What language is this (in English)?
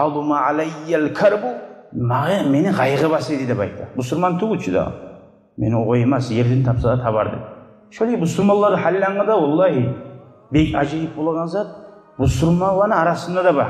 Kumyk